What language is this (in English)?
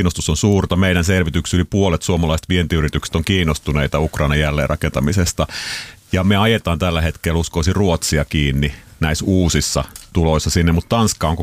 Finnish